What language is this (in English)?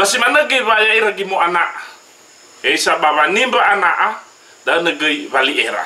Nias